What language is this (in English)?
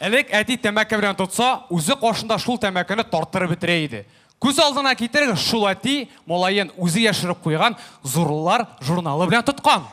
Tatar